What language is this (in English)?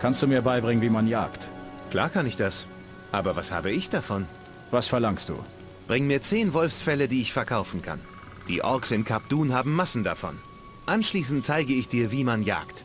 Bavarian